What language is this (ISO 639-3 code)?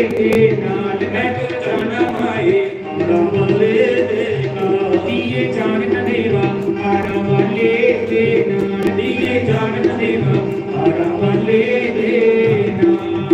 doi